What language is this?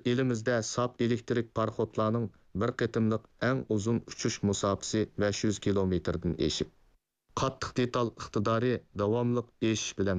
Uyghur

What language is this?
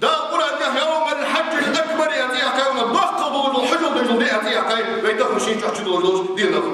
Ingush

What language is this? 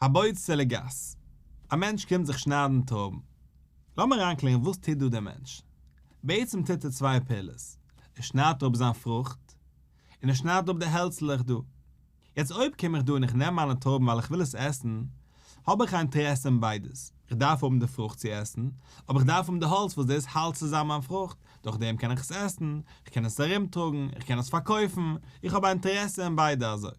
Yiddish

